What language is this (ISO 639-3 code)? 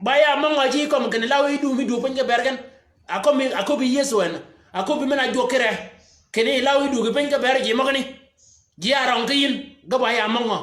shk